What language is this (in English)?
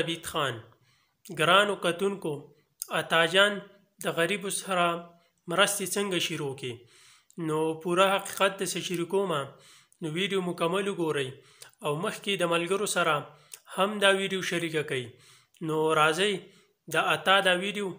Pashto